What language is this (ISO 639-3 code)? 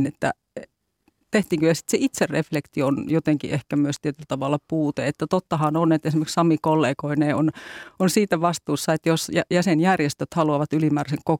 fin